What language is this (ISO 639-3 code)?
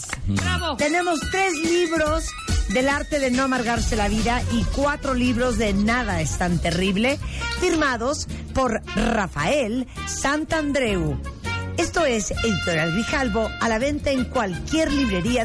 spa